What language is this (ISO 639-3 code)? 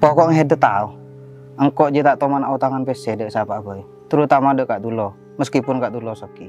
mad